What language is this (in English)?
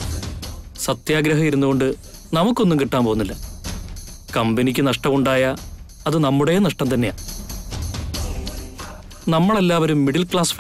Malayalam